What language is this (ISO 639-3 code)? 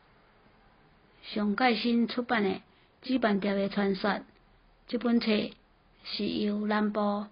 nan